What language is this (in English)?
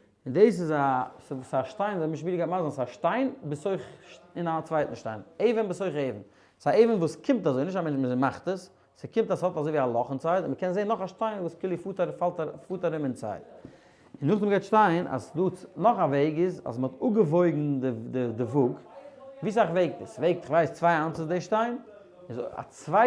Yiddish